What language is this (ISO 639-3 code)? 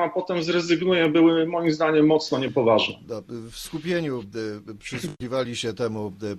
pol